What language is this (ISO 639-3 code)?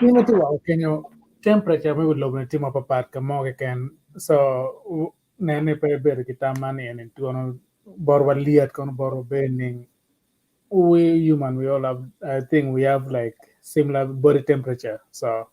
ach